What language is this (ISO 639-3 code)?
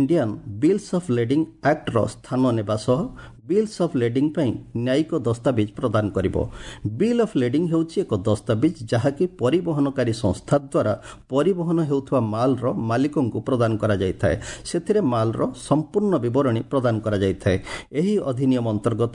ori